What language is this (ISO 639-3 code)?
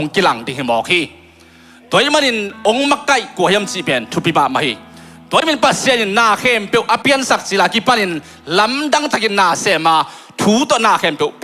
ctd